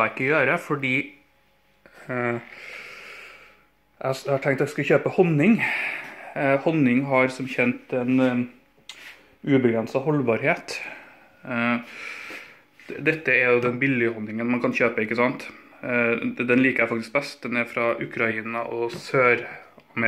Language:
Norwegian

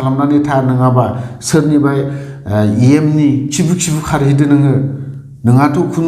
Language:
Bodo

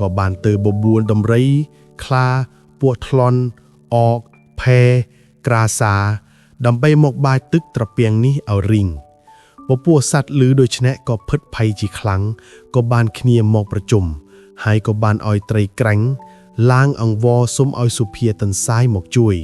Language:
Khmer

